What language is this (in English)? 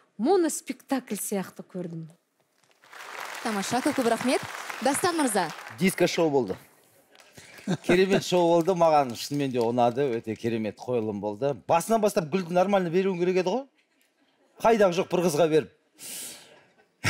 Kazakh